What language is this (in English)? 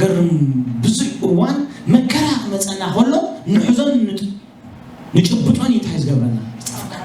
Tigrinya